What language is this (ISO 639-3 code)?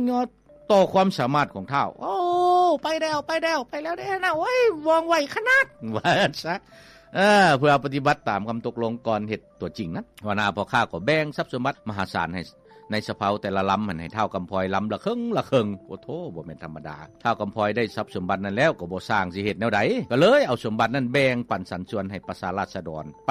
lao